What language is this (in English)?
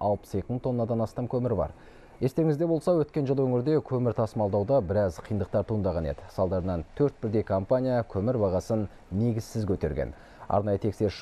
Kazakh